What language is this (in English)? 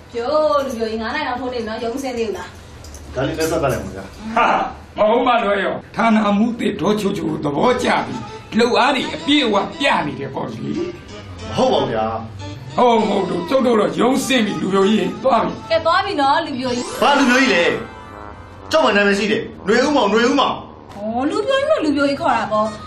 Burmese